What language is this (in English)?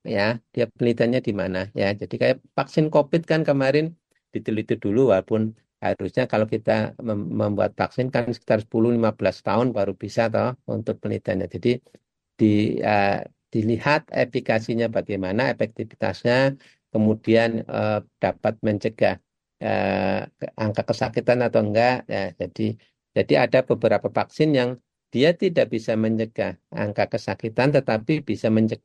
Indonesian